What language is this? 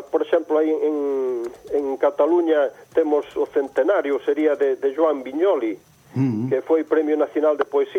Galician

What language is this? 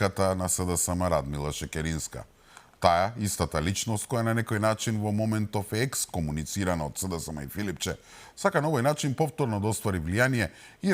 Macedonian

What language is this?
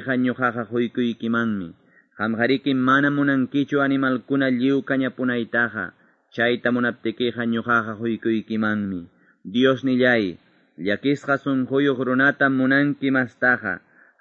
Quechua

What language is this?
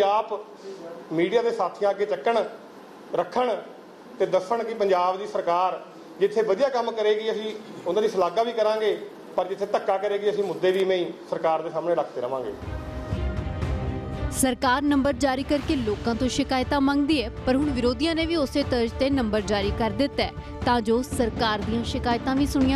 Punjabi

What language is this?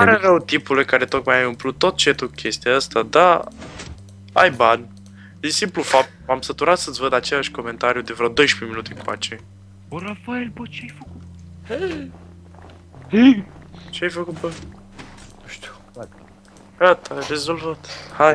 Romanian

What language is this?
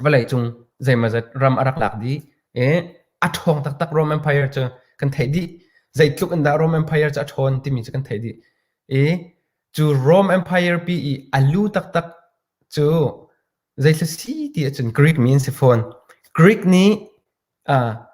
Hakha Chin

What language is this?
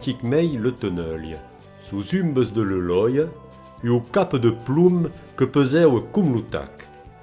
Occitan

